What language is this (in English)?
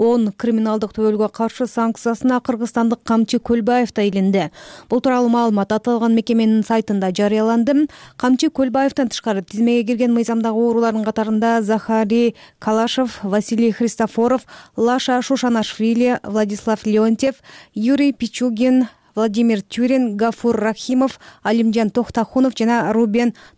Kyrgyz